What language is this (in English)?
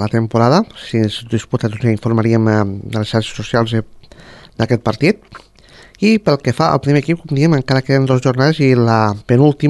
Catalan